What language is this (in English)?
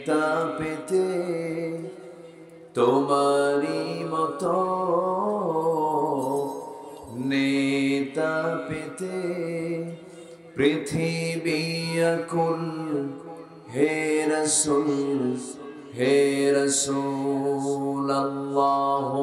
Bangla